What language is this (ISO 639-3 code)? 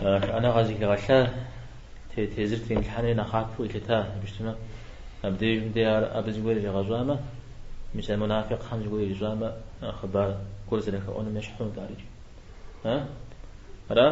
kbd